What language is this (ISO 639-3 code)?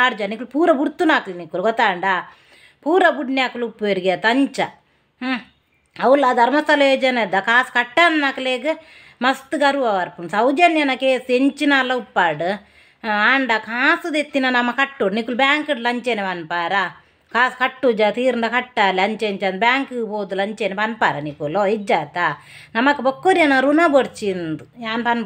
tcy